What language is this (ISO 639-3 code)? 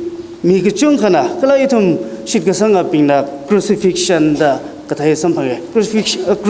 nmf